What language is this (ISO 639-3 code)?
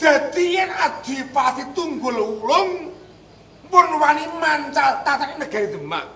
jav